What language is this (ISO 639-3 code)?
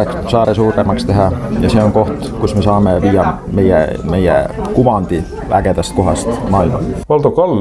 est